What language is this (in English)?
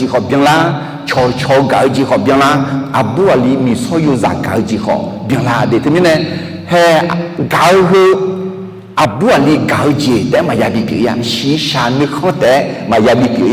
Akha